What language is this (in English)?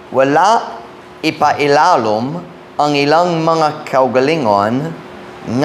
Cebuano